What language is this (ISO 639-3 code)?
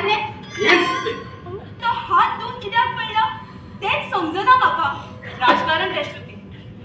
kok